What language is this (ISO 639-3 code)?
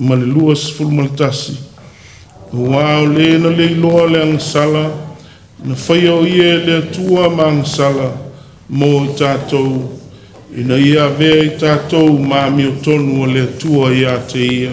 smo